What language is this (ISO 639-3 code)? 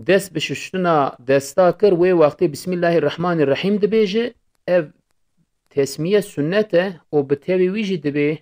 kur